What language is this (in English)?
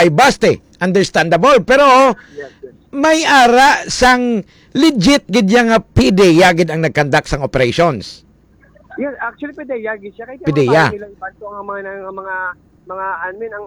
Hiligaynon